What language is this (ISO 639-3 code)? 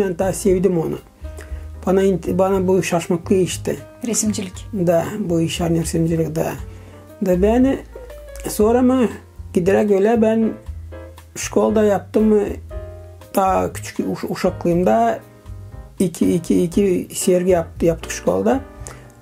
gag